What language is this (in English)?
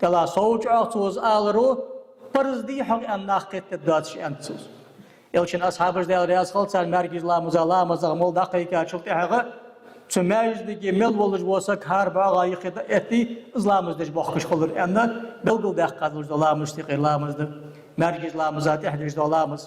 Ingush